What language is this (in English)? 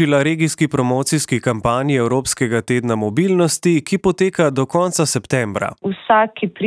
Slovenian